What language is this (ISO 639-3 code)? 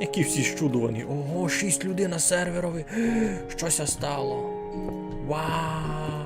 rue